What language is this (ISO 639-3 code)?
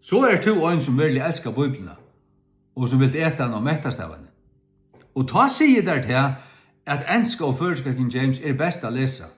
fao